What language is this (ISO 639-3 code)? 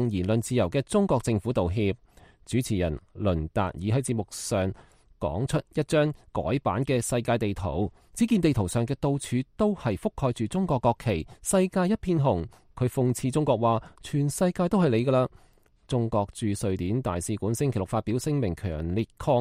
yue